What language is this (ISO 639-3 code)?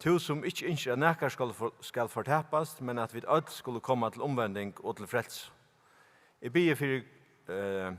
fao